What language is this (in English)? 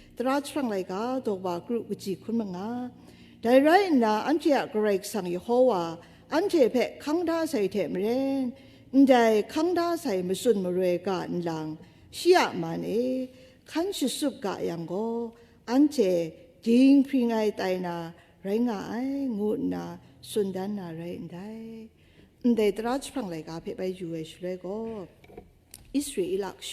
Kachin